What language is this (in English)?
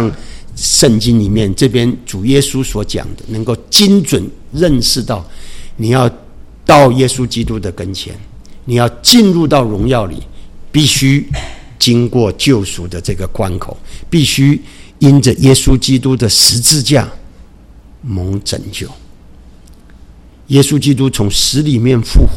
Chinese